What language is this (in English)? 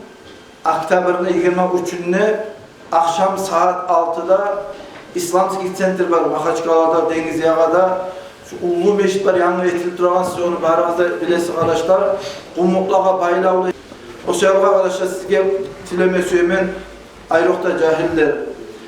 Kumyk